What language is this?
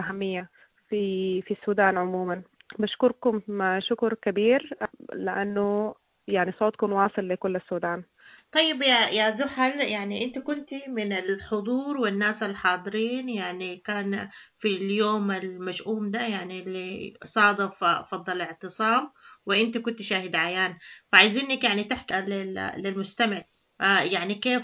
Sudanese Arabic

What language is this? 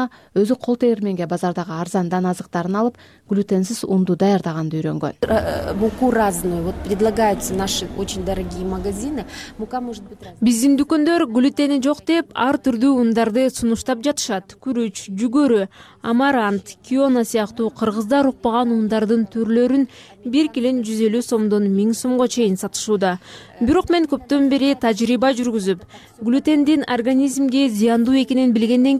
Kyrgyz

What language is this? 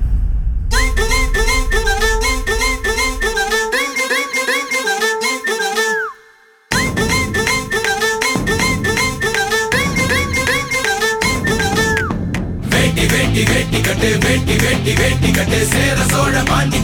Tamil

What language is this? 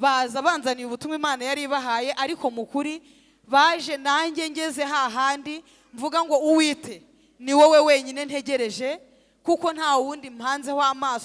Kinyarwanda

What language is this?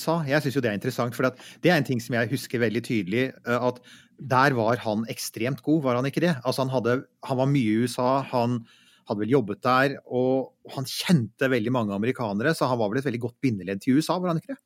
Norwegian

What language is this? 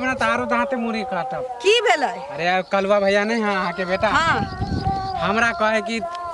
Maithili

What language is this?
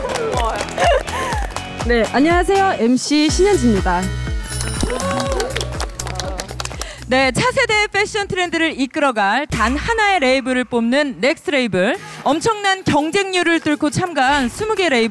Korean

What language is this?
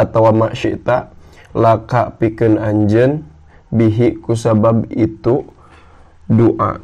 Sundanese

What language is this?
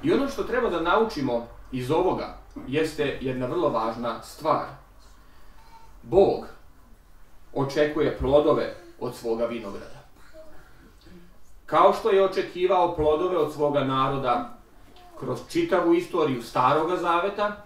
Serbian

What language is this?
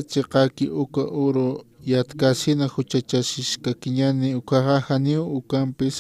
Aymara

